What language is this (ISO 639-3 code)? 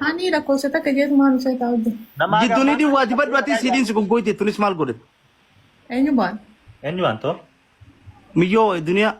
orm